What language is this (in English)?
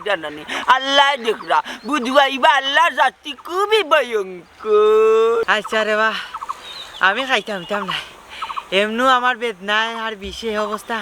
Sylheti